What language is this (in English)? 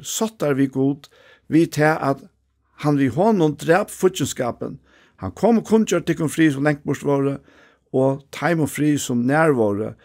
Faroese